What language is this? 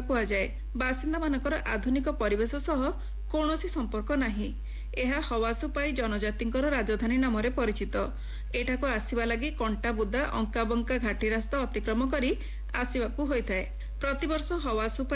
Odia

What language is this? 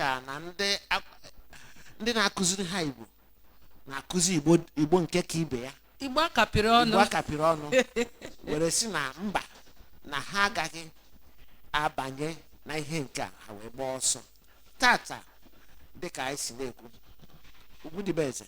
Igbo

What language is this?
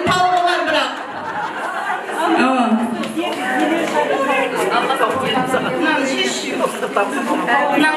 Kara-Kalpak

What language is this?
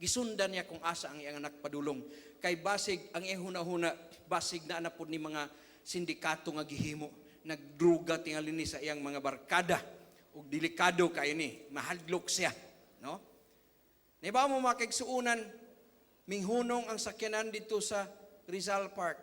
Cebuano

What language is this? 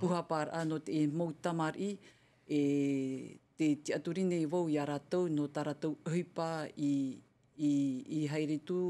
Tahitian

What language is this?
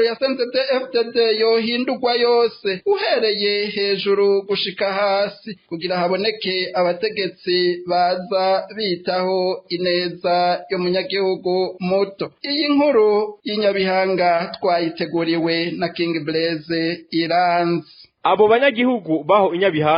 Rundi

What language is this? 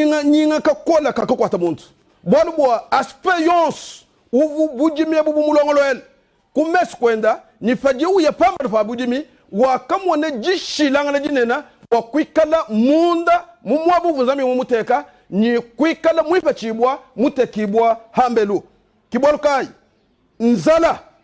Luba-Lulua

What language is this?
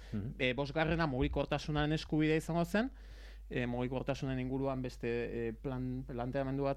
Basque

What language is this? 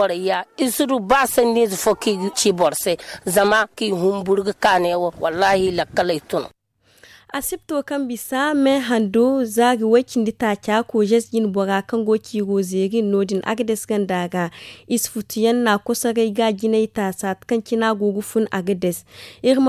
Zarma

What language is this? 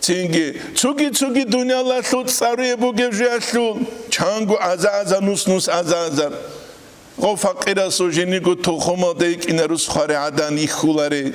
Avaric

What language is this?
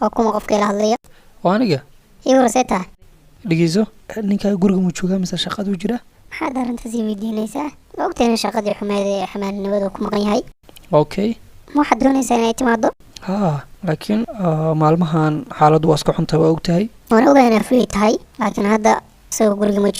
Somali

